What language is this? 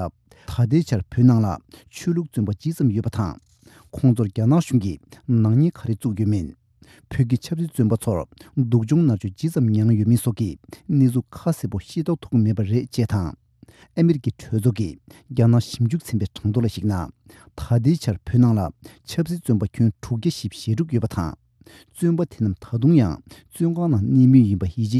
Tibetan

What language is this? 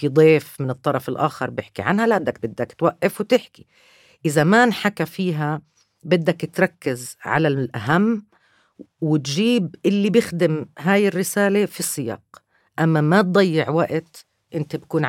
North Levantine Arabic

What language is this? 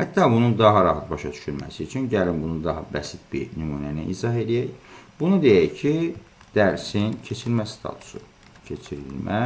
Azerbaijani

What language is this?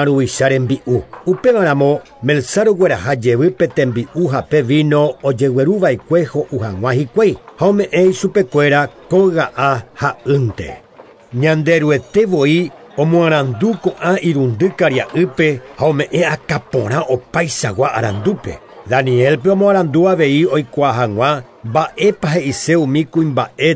Guarani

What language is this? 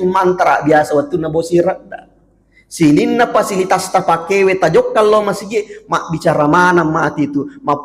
Buginese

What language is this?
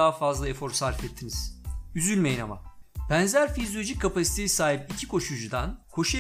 Turkish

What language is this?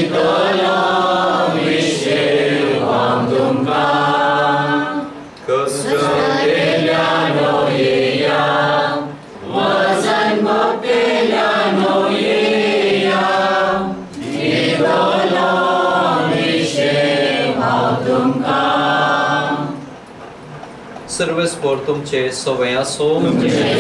Konkani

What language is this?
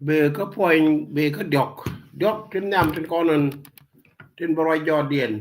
Nuer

